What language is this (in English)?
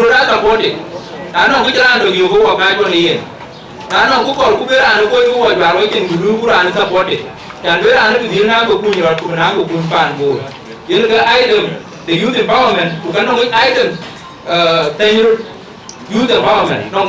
Dinka